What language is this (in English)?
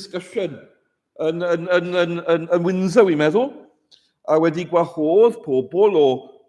Welsh